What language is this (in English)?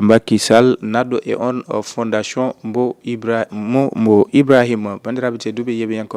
Fula